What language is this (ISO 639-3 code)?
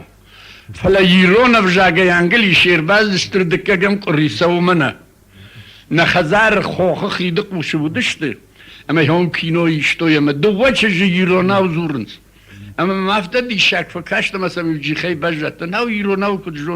oss